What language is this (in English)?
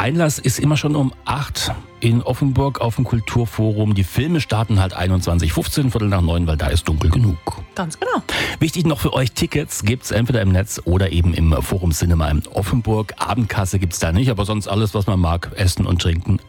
German